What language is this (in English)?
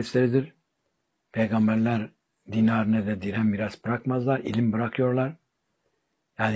Turkish